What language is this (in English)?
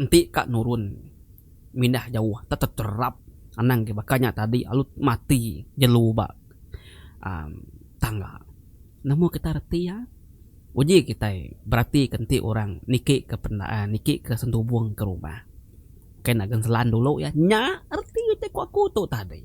Iban